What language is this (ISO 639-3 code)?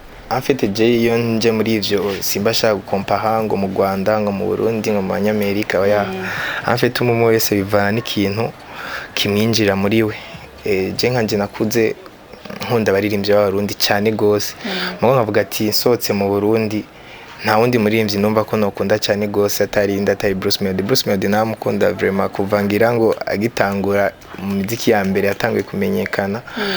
run